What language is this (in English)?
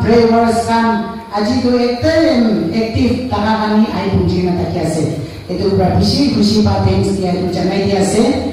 Naga Pidgin